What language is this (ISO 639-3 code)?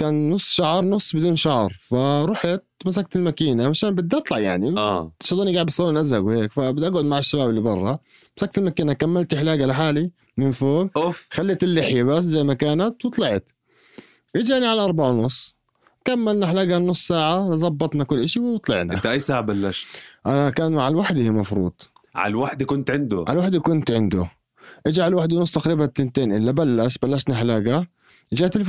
apc